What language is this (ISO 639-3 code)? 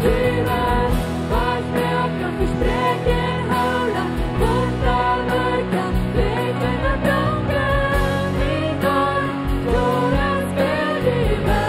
pdt